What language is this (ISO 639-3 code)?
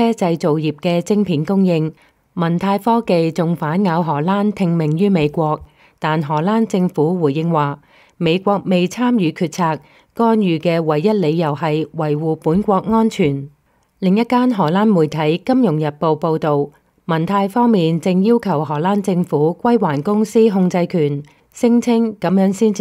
yue